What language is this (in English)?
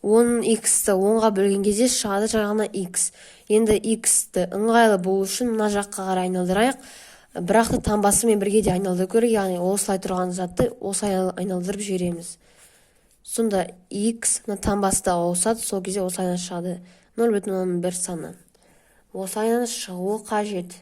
Kazakh